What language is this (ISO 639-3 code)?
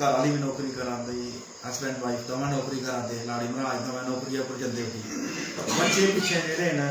doi